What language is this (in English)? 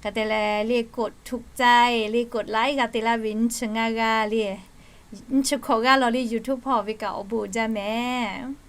Lahu